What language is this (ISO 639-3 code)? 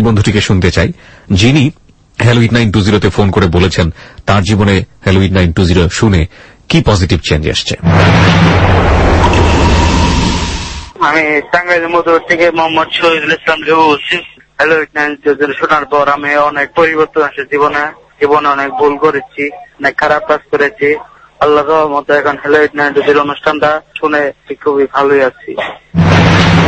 ben